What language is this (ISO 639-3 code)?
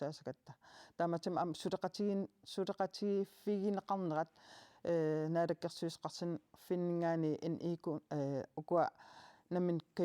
kal